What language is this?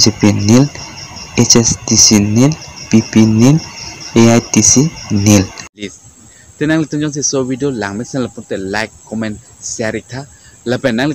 Karbi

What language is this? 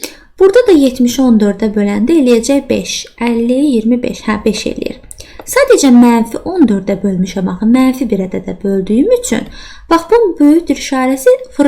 Azerbaijani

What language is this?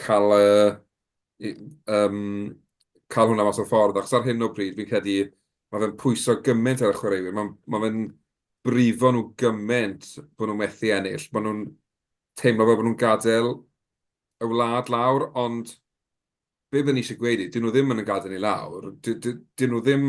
Welsh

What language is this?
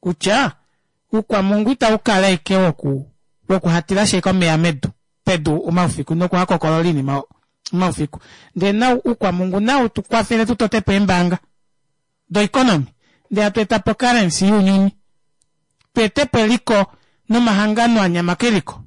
Kuanyama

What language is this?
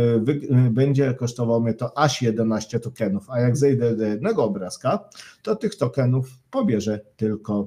Polish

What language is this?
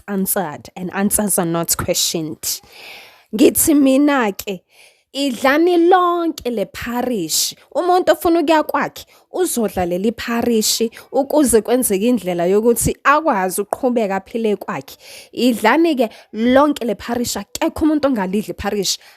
Zulu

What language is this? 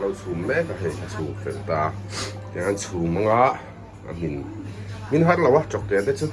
Mizo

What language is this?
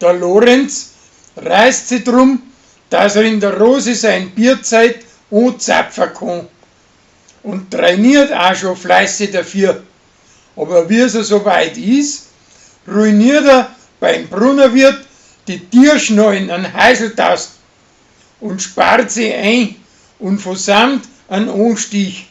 Bavarian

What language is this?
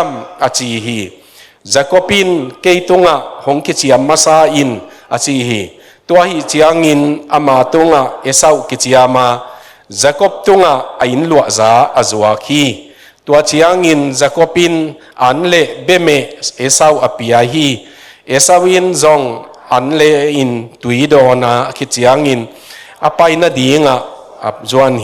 Tedim Chin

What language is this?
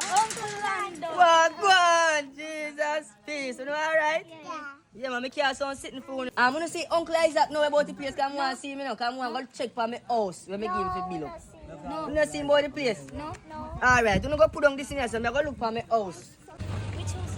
Jamaican Creole English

